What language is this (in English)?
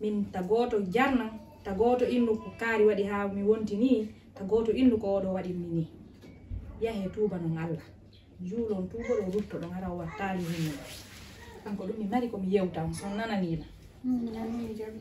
Fula